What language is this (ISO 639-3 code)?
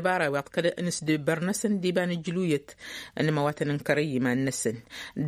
taq